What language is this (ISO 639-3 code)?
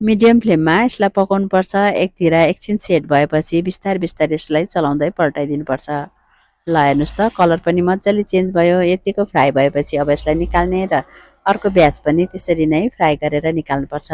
nep